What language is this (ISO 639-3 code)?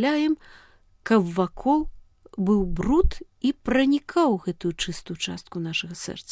bel